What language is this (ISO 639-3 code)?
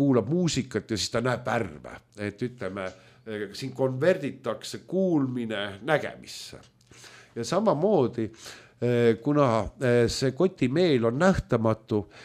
est